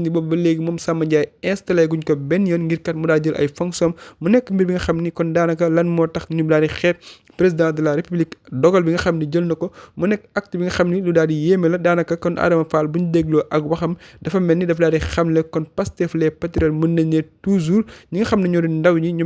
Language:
Wolof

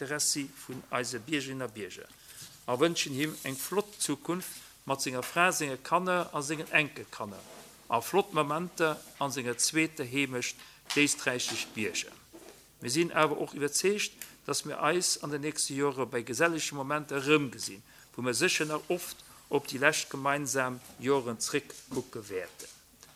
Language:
Luxembourgish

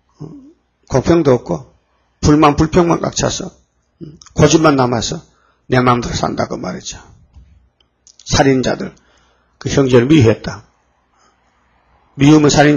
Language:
Korean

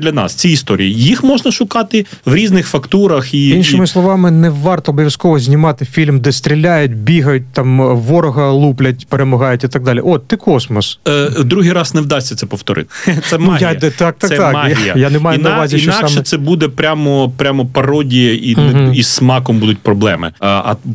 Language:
Ukrainian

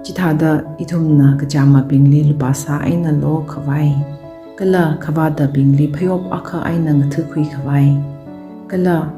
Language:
Tangkhul Naga (India)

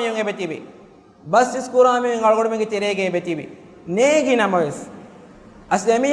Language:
Divehi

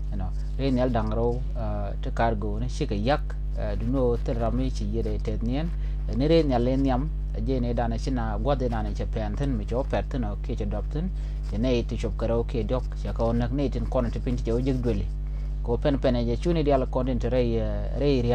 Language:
Nuer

